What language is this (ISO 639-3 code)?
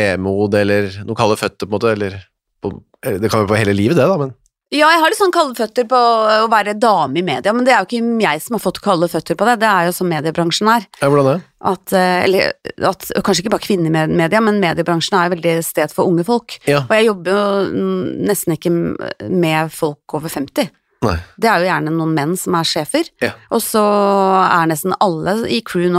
nor